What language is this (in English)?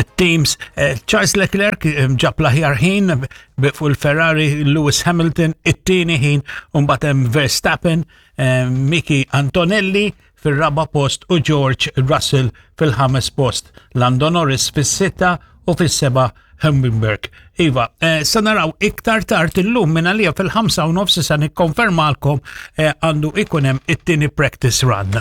Maltese